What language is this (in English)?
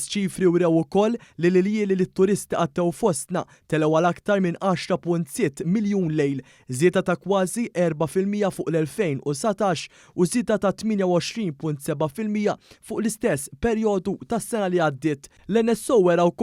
Maltese